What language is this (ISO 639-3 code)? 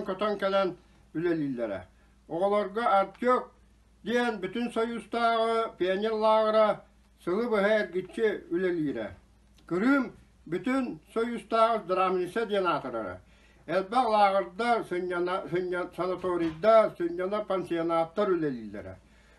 sah